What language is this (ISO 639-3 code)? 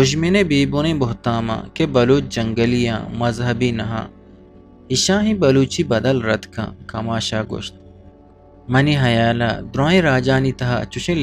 bgp